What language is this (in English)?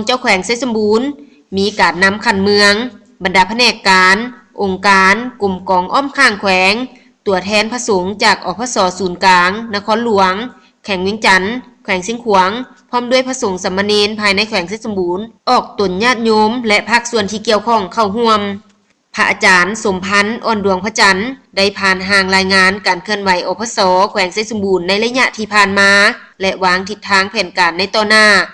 Lao